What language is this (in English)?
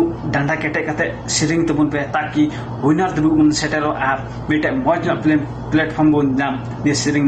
Santali